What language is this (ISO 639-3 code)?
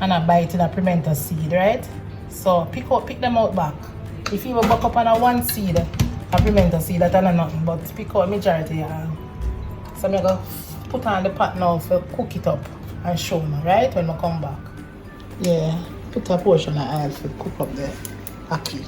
jam